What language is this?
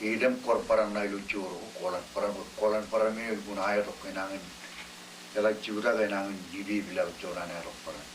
Marshallese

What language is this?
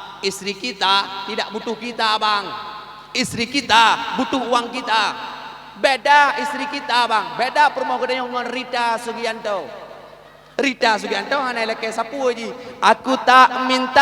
Achinese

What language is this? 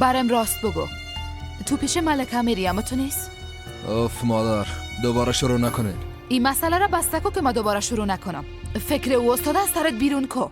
Persian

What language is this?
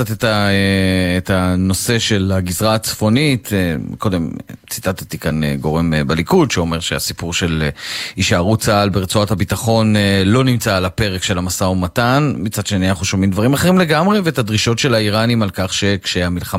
Hebrew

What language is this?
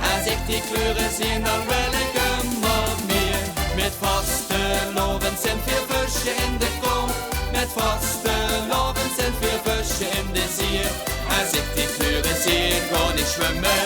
Limburgish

